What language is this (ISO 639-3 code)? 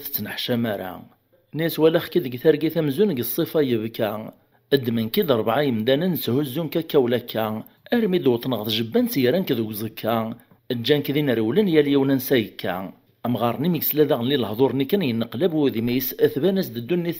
kab